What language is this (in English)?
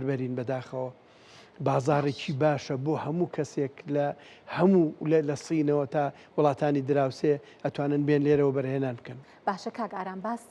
Central Kurdish